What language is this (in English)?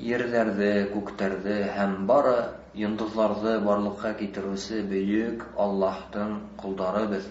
Bashkir